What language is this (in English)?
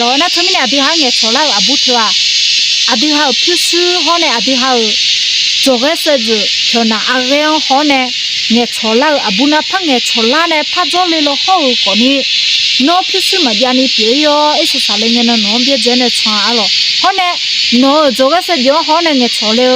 Akha